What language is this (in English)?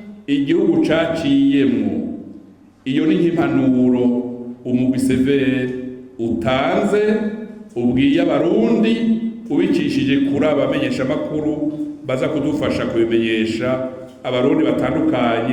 Rundi